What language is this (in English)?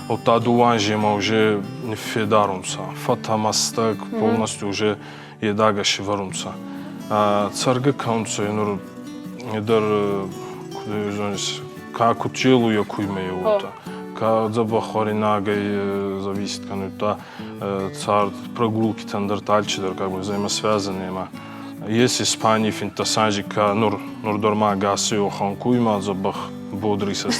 Ossetic